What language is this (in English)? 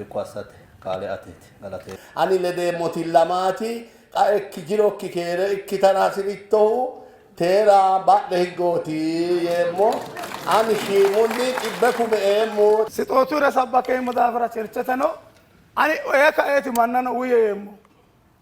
Sidamo